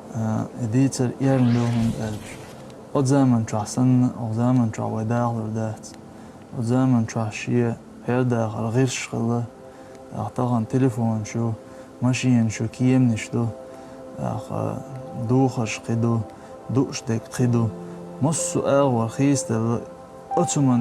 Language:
Chechen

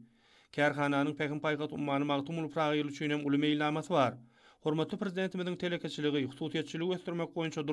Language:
Turkmen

